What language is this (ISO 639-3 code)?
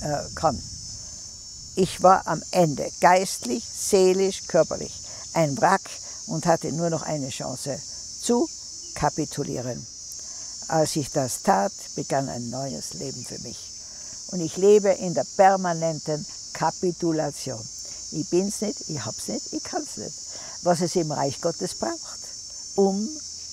deu